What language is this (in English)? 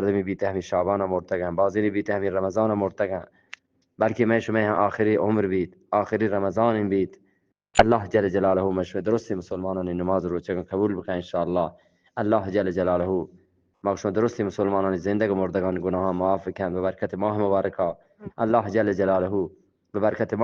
Eastern Balochi